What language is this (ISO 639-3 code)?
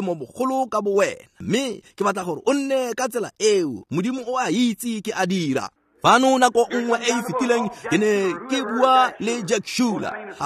tsn